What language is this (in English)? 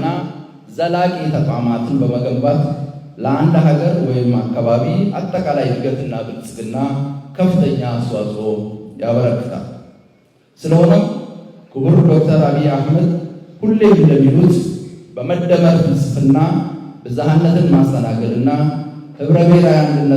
Amharic